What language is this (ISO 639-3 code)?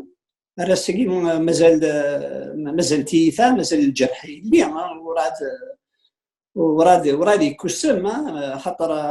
kab